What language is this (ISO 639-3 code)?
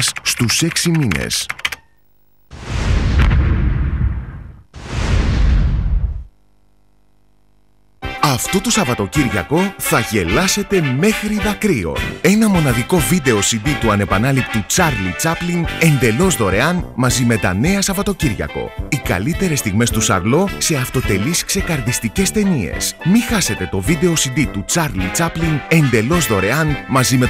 ell